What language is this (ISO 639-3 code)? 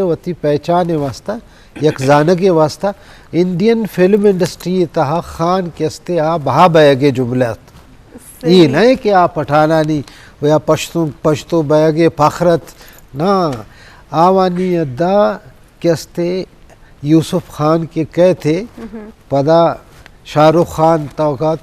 bgp